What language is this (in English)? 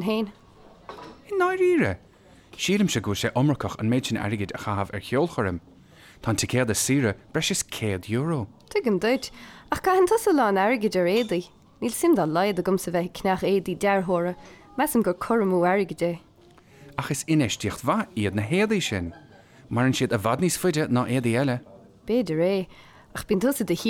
Irish